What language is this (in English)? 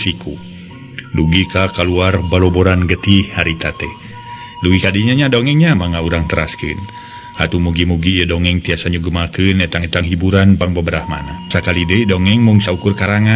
Sundanese